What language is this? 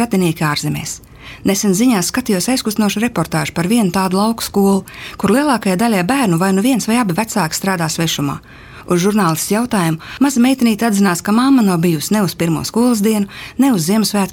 Latvian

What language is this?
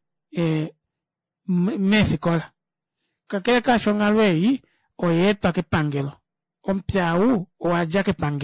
Kuanyama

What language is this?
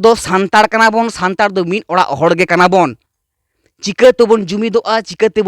Santali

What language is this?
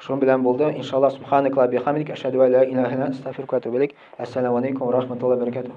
Tatar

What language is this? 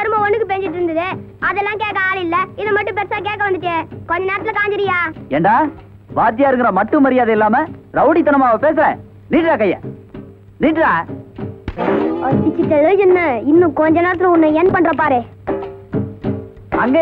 Tamil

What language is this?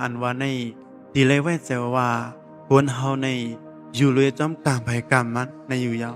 Shan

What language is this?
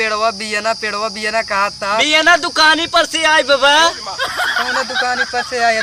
Awadhi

